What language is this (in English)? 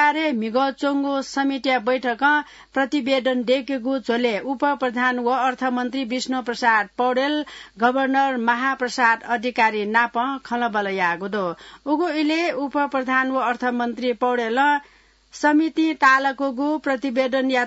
Newari